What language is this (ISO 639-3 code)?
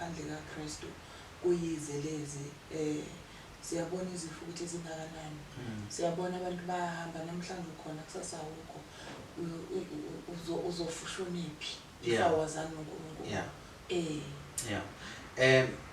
zul